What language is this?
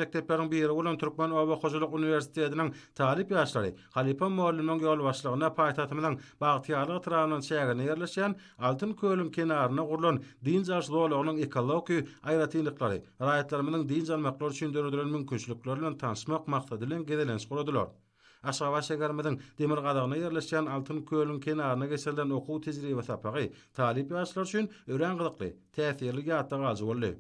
Turkmen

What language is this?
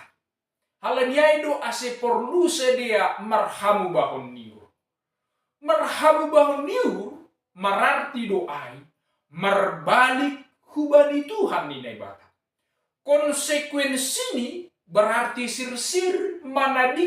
Batak Simalungun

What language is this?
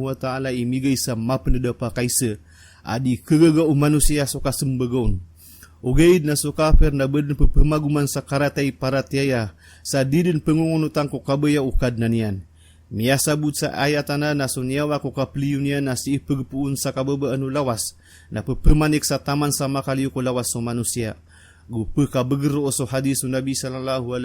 Maranao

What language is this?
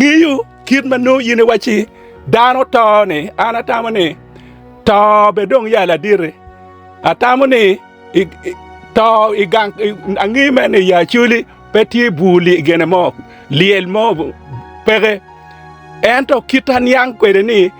Acoli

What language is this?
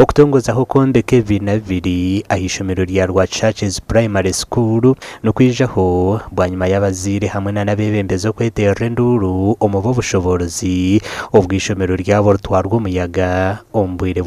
Nyankole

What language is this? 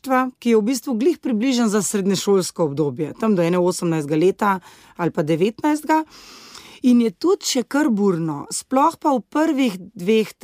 Slovenian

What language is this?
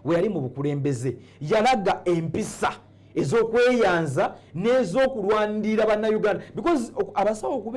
Ganda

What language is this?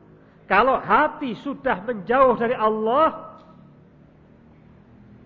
Indonesian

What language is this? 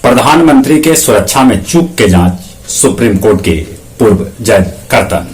Magahi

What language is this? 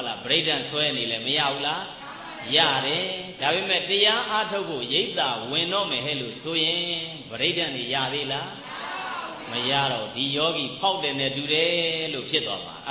Burmese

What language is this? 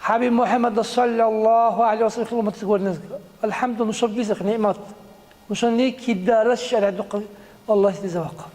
Dargwa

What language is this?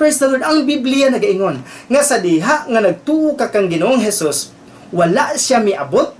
Cebuano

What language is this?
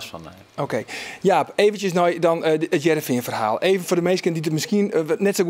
Western Frisian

